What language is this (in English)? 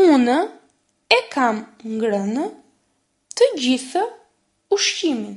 Albanian